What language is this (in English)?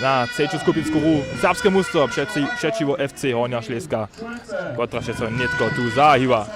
Upper Sorbian